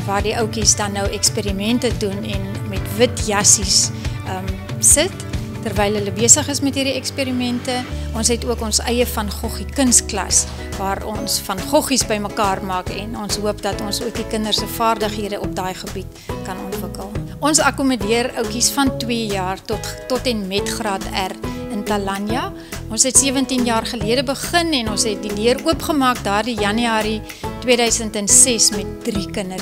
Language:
Afrikaans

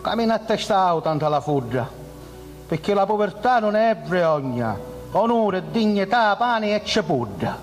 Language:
Sicilian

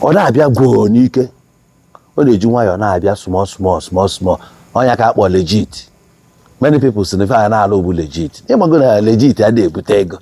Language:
Igbo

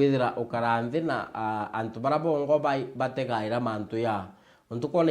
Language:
Meru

